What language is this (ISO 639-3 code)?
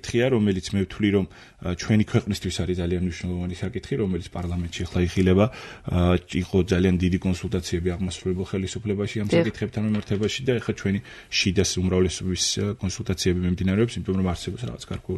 kat